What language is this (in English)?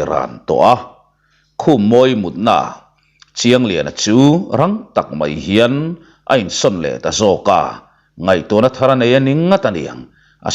Mizo